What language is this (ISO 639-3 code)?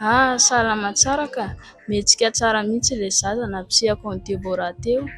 mlg